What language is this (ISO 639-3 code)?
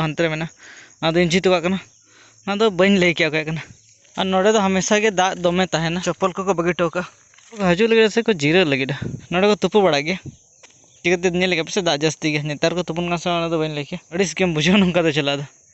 sat